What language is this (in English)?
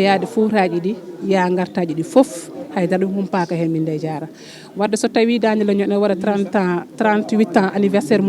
Fula